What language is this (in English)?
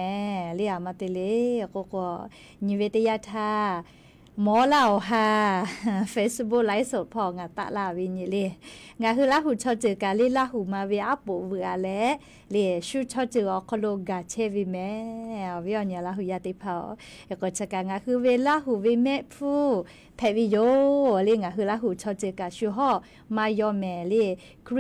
Lahu